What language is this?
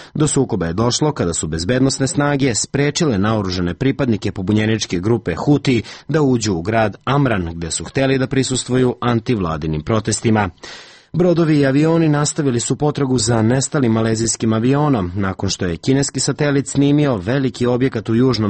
Serbian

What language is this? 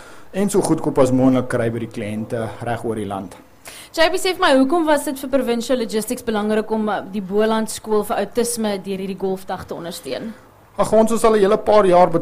Afrikaans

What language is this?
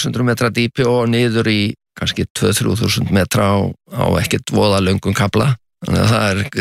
Icelandic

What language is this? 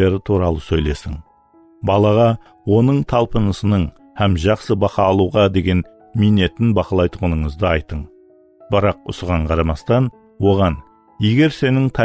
Kara-Kalpak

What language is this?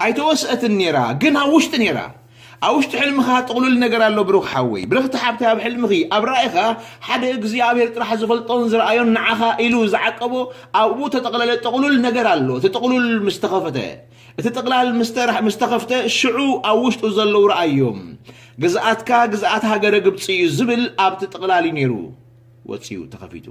Tigrinya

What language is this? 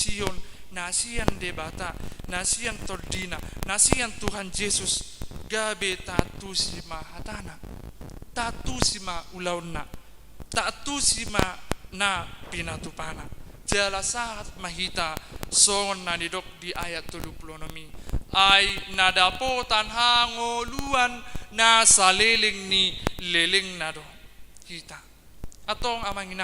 Batak Toba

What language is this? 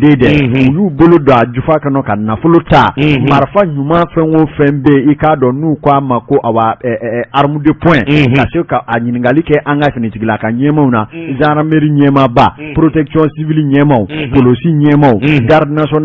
Bambara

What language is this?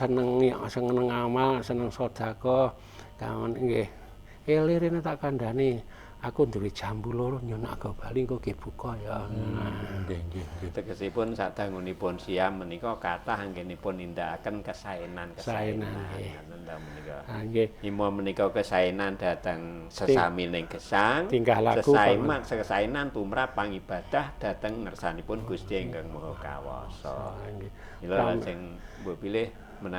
Javanese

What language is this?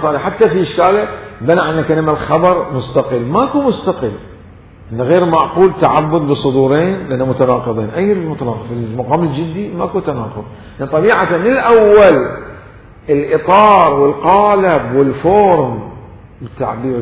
Mesopotamian Arabic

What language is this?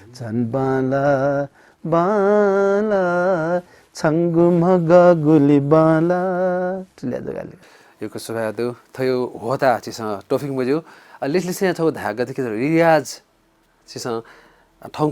Newari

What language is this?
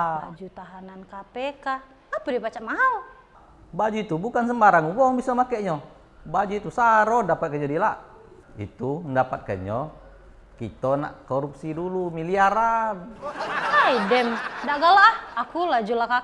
Musi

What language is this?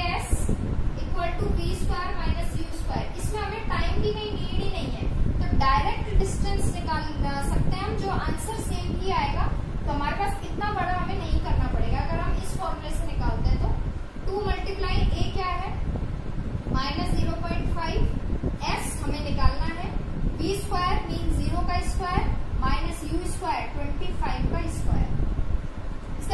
Hindi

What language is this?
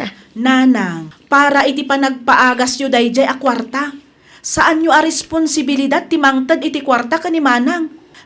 Iloko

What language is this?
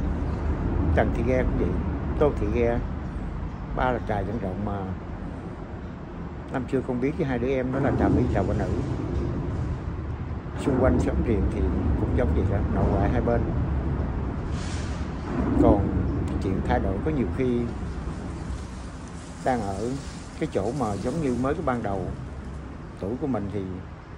Vietnamese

